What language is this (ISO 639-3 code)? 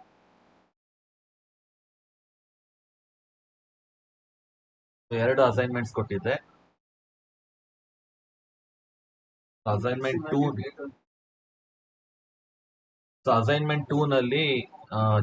kan